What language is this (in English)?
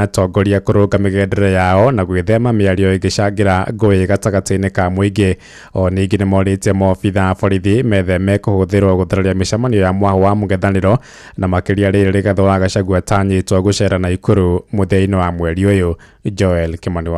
Kikuyu